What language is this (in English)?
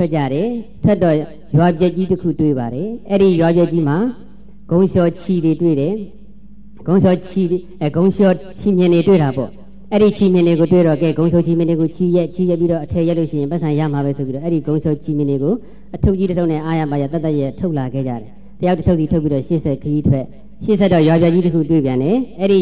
Burmese